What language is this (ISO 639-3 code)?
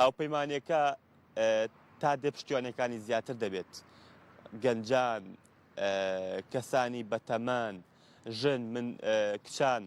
ckb